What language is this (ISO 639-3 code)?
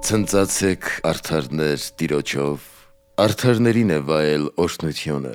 hye